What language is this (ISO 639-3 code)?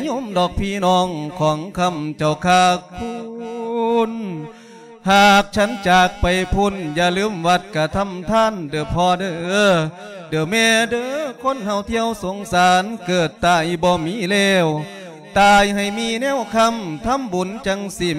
lao